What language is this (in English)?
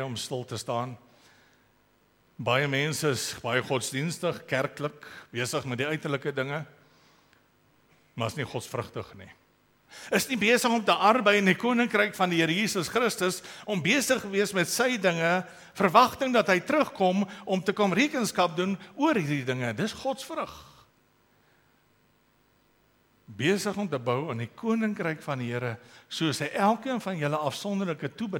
Afrikaans